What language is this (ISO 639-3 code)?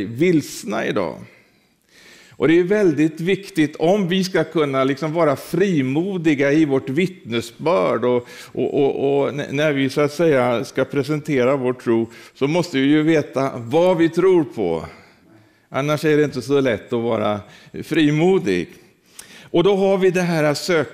swe